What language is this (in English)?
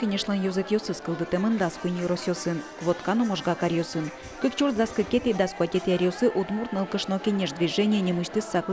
Udmurt